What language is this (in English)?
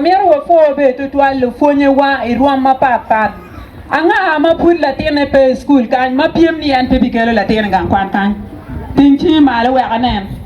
Acoli